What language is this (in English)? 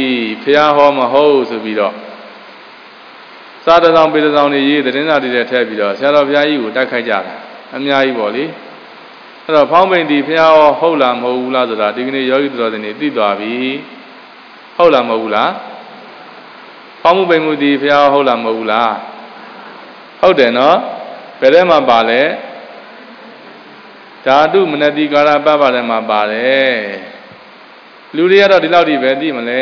Burmese